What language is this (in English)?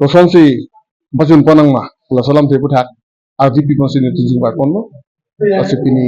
Karbi